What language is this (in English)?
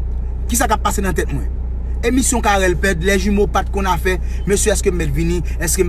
Haitian Creole